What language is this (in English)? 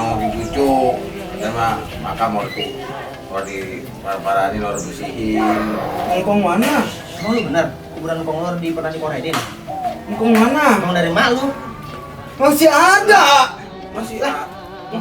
Betawi